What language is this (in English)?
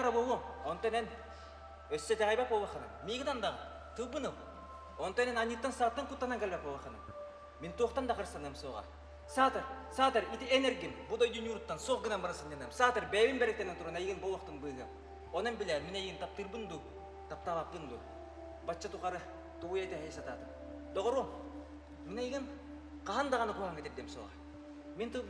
Yakut